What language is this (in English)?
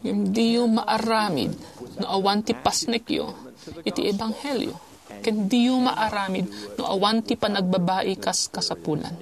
Iloko